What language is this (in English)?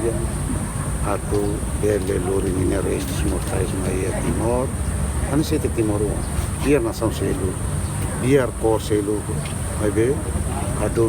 Tetum